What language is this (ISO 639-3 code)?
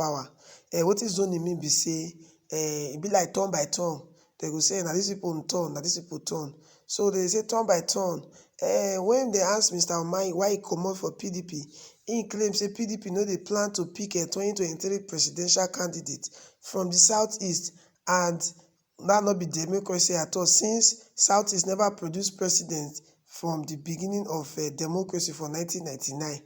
pcm